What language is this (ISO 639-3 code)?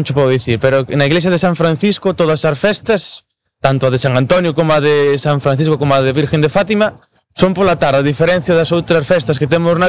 glg